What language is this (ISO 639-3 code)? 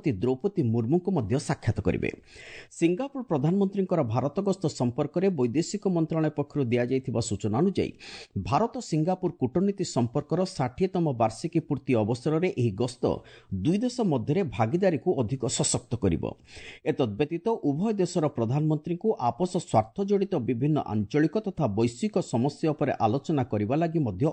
ori